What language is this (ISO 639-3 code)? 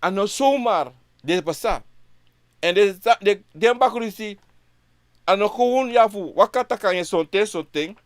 srn